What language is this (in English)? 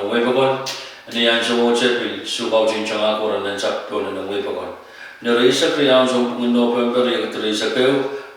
Pohnpeian